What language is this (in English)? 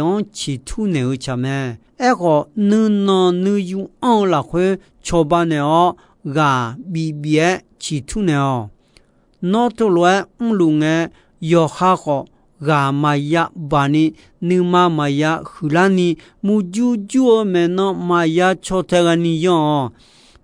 Akha